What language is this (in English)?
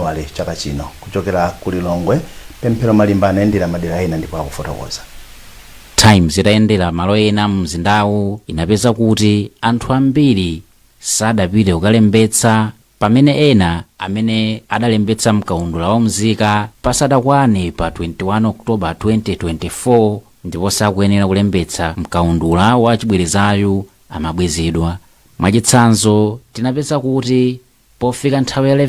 Nyanja